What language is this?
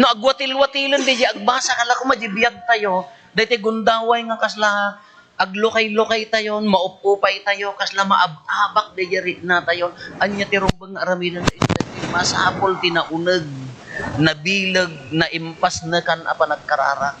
Iloko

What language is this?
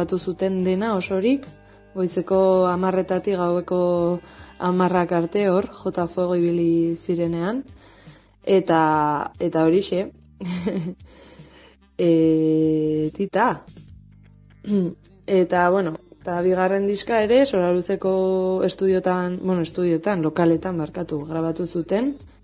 Basque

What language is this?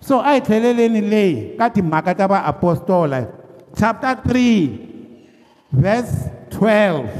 Tsonga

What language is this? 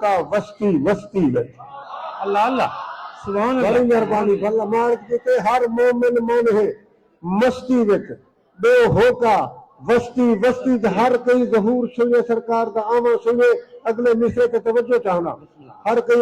Saraiki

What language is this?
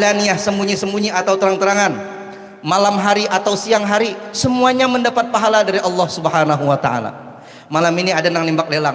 Banjar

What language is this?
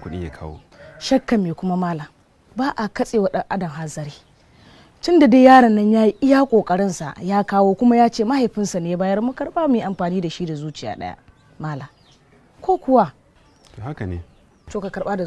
Hausa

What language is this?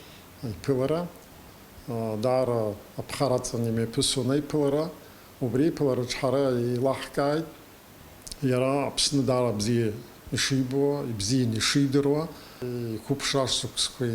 Abkhazian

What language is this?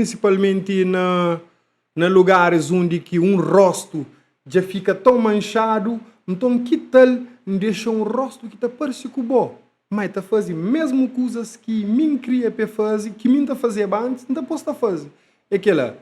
Kabuverdianu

